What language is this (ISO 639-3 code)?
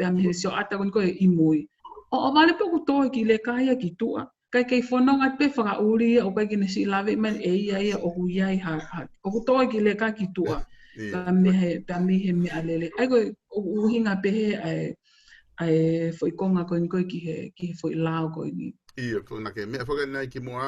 ton